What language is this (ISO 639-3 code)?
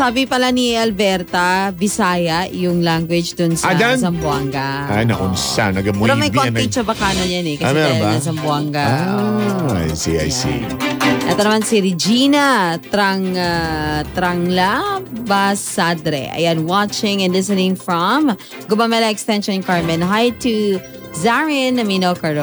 fil